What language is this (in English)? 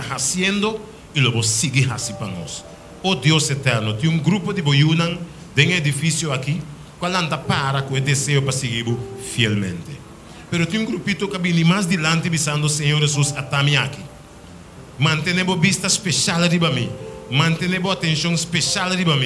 Papiamento